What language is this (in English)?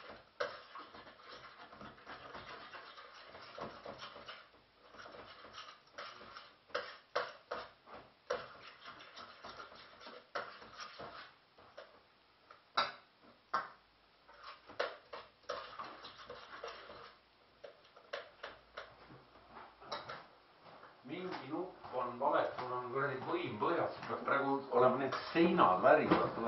Estonian